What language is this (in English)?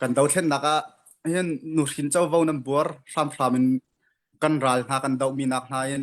Hakha Chin